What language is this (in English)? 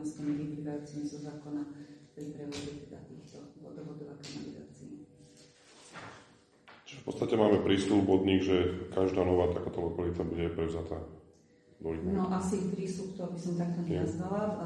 Slovak